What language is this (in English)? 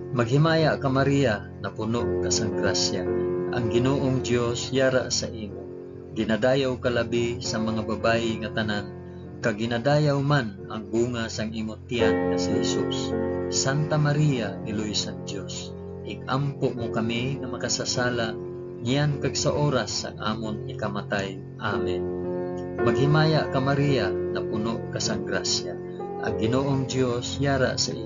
Hiligaynon